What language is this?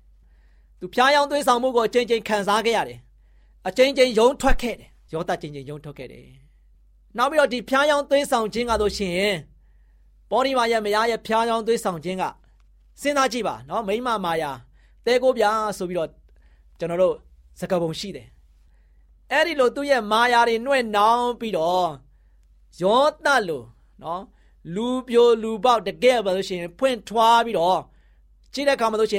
Burmese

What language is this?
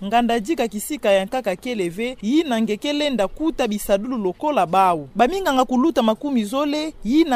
Kituba (Democratic Republic of Congo)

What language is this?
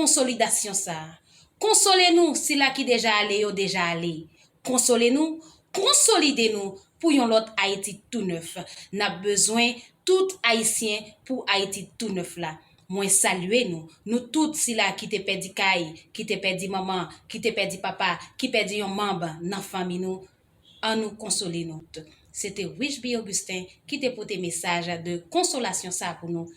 Haitian Creole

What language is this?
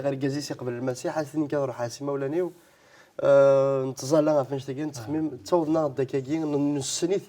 Kabyle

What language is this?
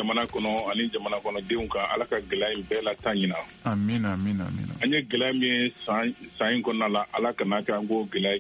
Bambara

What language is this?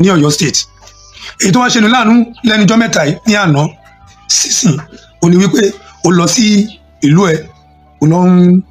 Yoruba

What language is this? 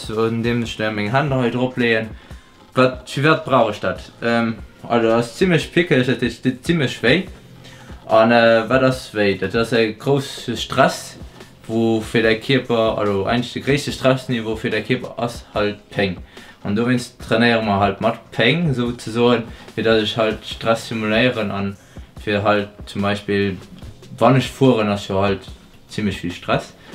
Luxembourgish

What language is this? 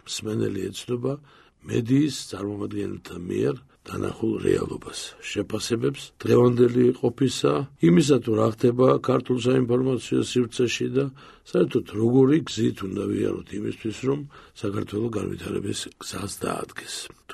Georgian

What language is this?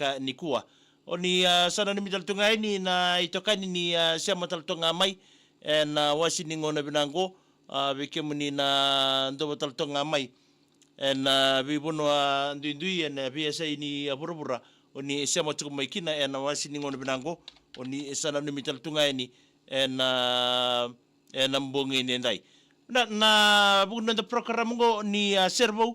Fijian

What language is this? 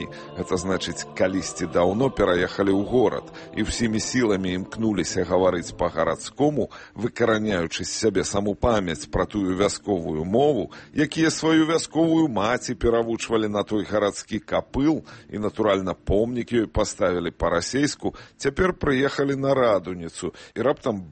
Belarusian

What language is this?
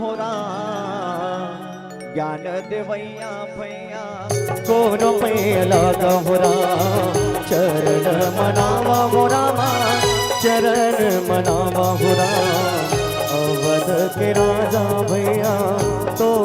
Chhattisgarhi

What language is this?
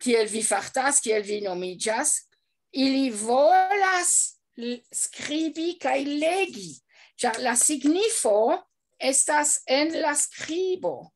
Esperanto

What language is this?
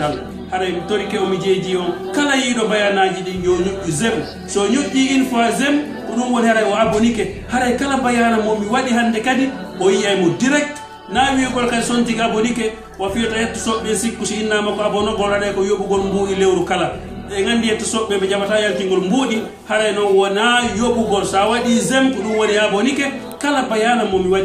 Pular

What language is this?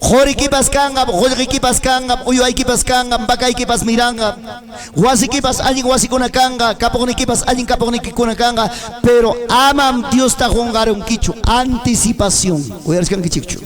Ayacucho Quechua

